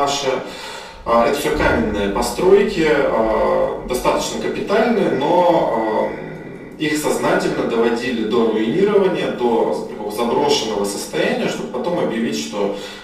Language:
Russian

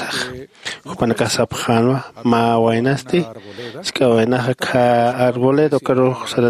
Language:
Aymara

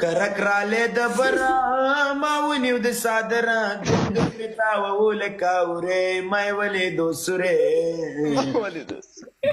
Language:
Pashto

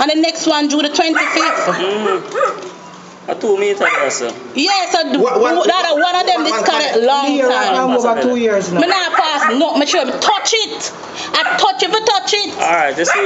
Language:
Jamaican Creole English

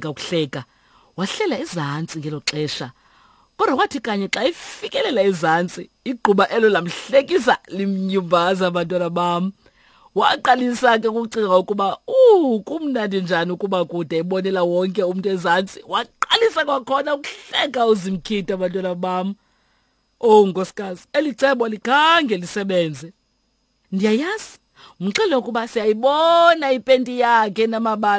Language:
Xhosa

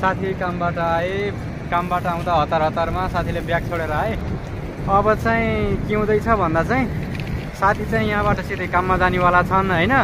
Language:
Nepali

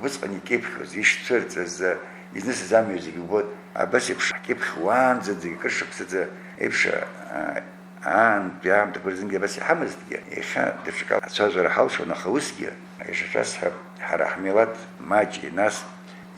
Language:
Abkhazian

